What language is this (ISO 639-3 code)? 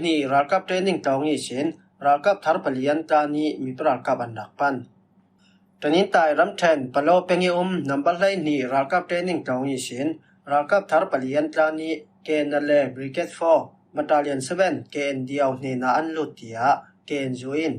cfm